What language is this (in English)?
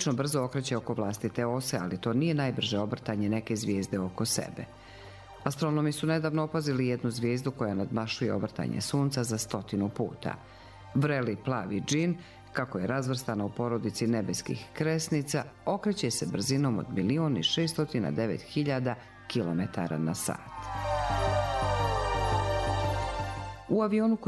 Bosnian